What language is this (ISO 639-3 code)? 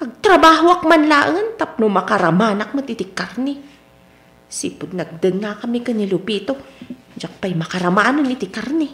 ilo